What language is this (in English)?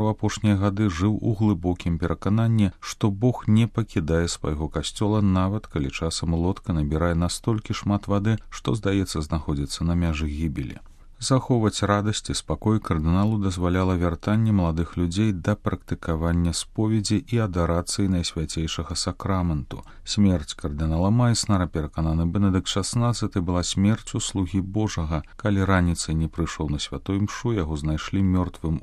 Belarusian